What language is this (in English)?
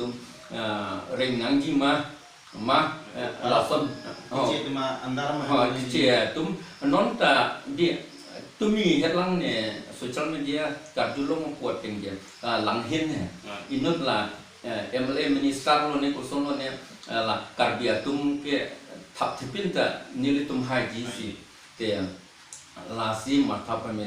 Karbi